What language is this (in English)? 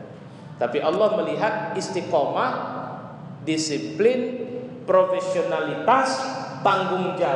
Indonesian